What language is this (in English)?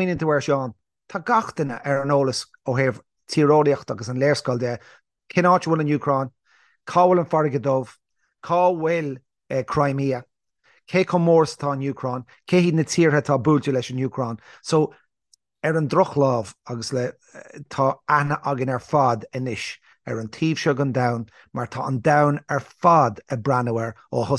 Irish